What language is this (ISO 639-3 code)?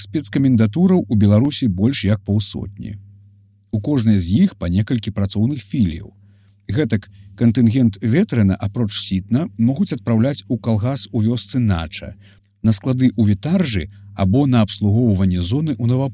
bel